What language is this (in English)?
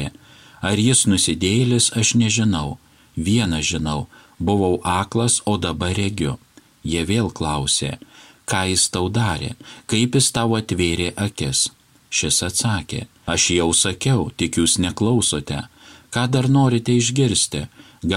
Lithuanian